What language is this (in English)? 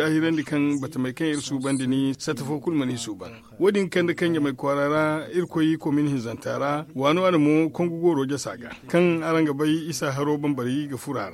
Zarma